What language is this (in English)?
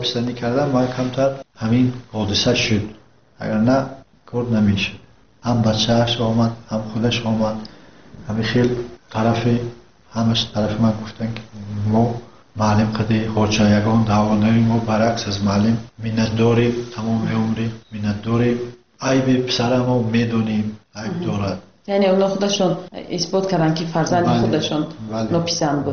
Tajik